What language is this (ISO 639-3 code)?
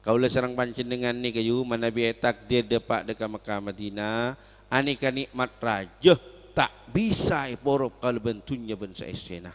mad